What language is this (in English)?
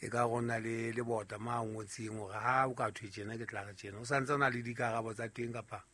Southern Sotho